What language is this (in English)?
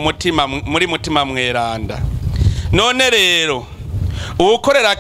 Rundi